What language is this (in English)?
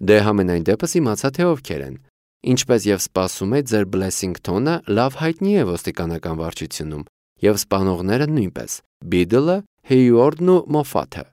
Armenian